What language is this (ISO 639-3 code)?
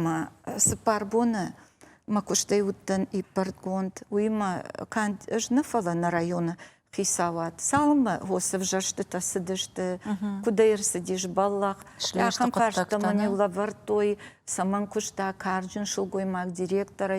oss